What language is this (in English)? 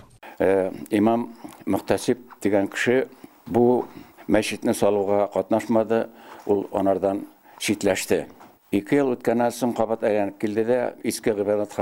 Tatar